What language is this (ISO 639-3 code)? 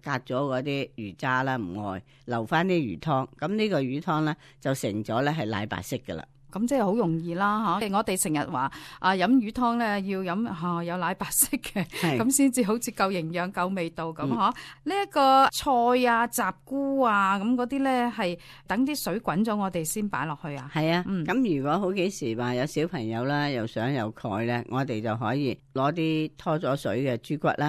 yue